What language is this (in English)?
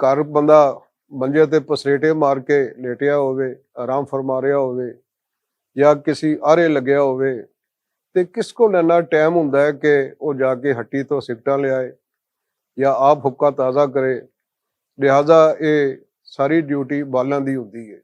Western Panjabi